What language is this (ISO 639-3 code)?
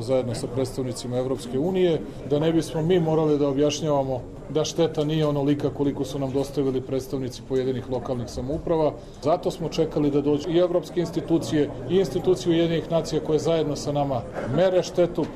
srp